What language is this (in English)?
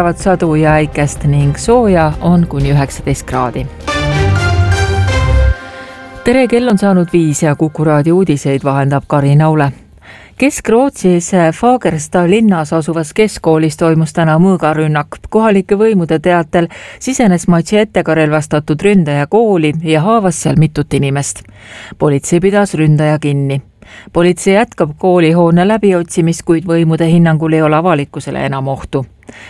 Estonian